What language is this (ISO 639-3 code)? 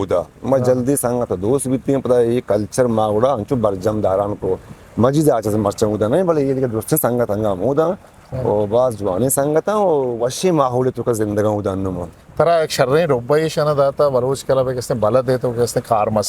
bgp